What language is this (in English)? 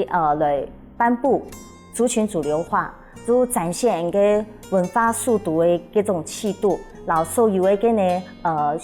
Hakka Chinese